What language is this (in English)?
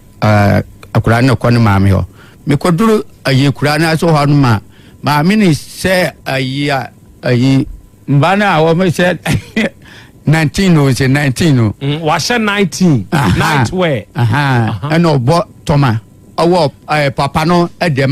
Akan